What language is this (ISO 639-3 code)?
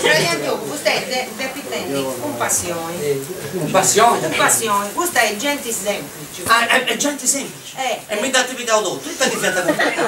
srd